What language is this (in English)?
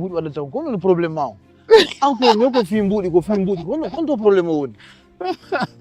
Fula